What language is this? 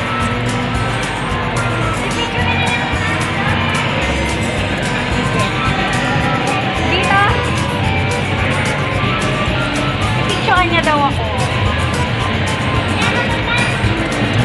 Filipino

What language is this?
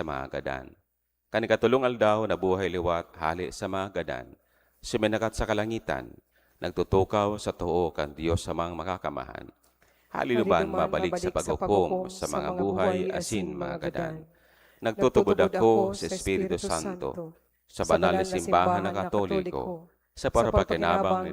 Bikol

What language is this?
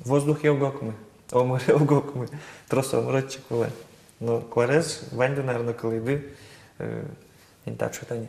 Udmurt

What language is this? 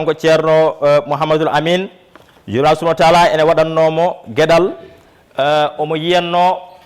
Fula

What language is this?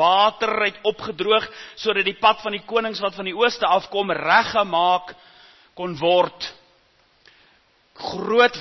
Afrikaans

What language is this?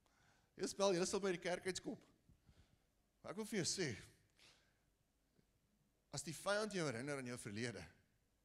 Afrikaans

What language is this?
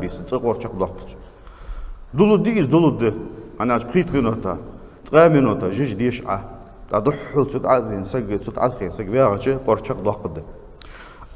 Ingush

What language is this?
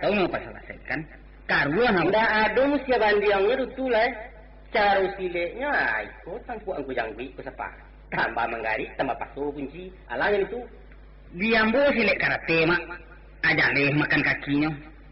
Minangkabau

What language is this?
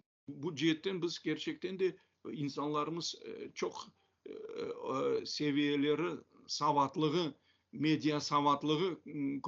Crimean Tatar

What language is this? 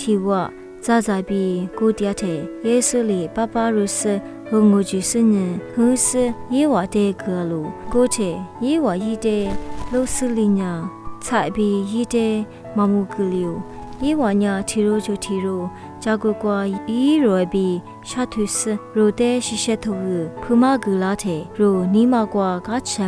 Lisu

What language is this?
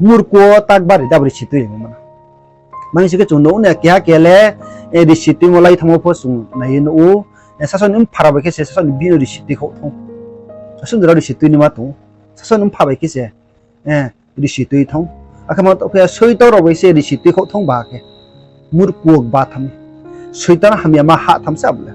Riang (India)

